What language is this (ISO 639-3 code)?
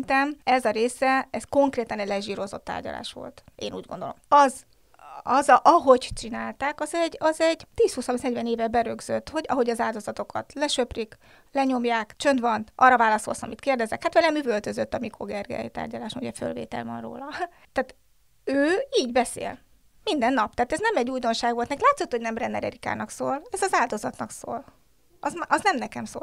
hun